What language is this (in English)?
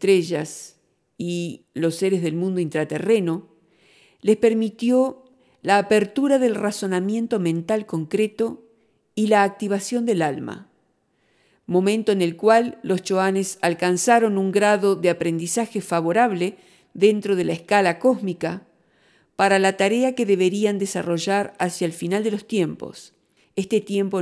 Spanish